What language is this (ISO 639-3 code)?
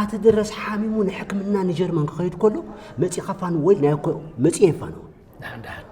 tir